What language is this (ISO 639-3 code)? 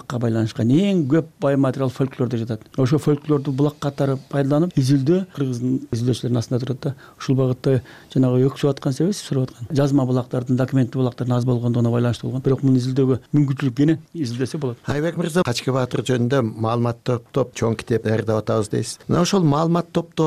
kir